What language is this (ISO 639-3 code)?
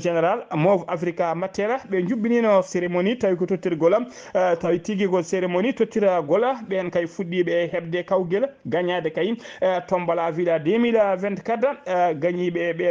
ful